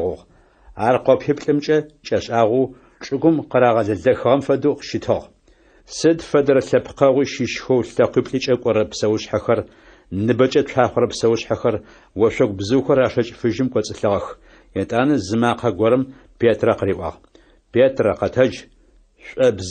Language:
Adyghe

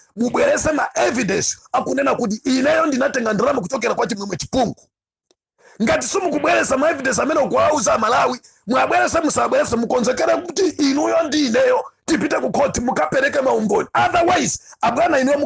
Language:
Nyanja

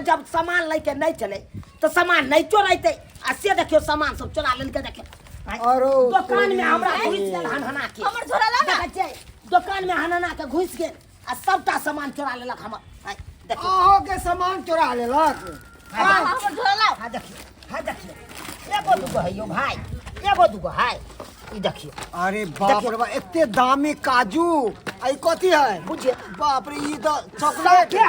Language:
Maithili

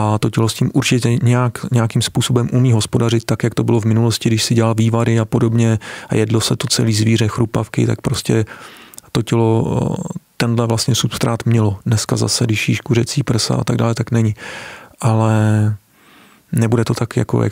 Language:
Czech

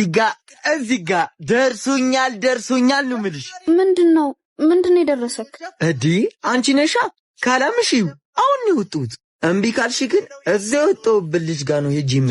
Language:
Amharic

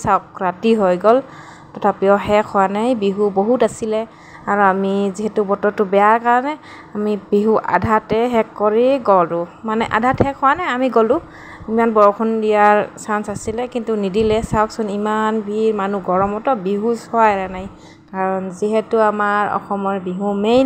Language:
Assamese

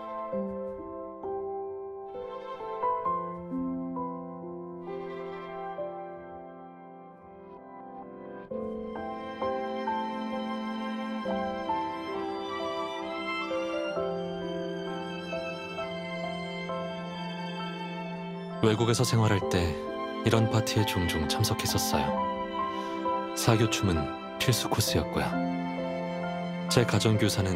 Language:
Korean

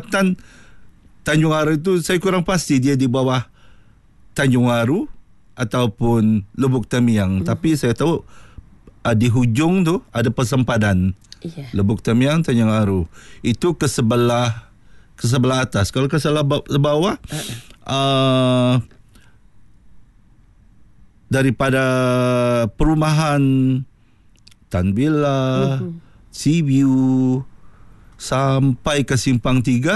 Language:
Malay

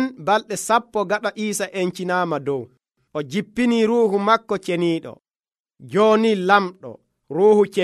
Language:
Nigerian Fulfulde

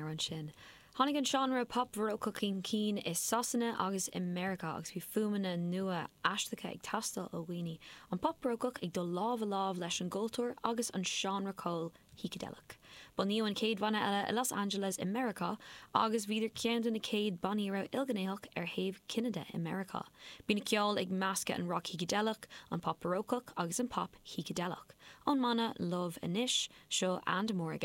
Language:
Irish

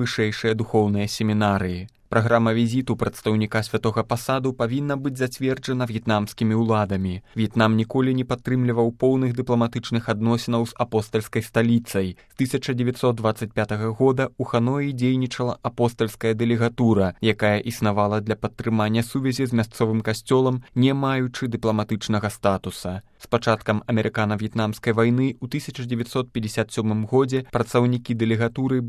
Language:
Belarusian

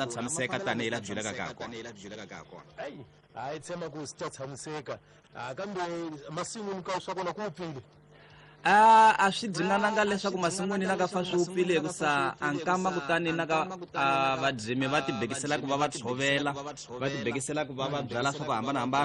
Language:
Tsonga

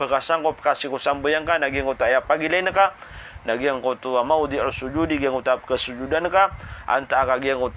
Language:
Maranao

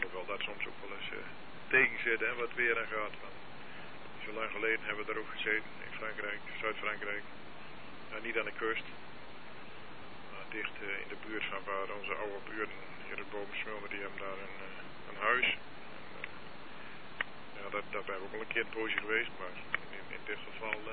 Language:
Dutch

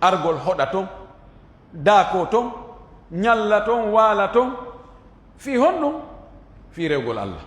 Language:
Fula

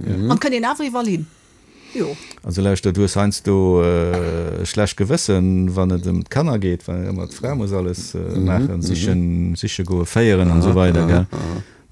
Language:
Luxembourgish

